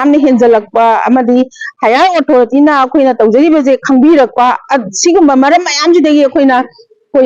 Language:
Manipuri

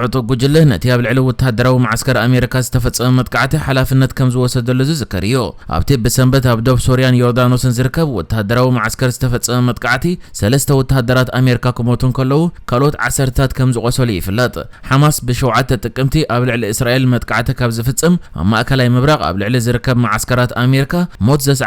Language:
Tigrinya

